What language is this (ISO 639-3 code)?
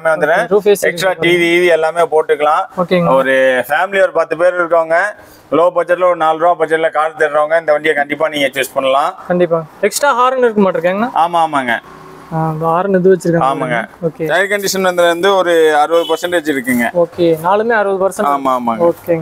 tam